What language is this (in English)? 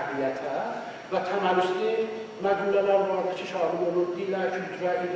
South Azerbaijani